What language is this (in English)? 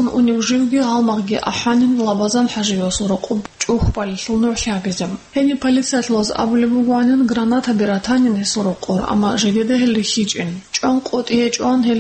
Avaric